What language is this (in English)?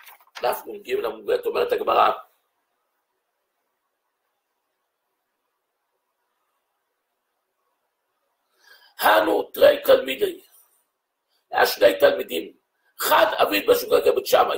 Hebrew